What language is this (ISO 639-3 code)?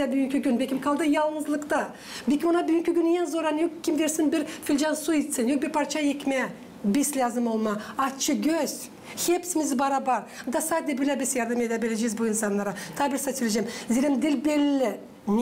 gag